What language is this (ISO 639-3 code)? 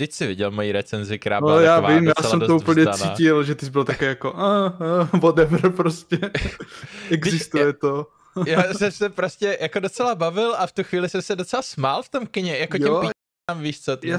ces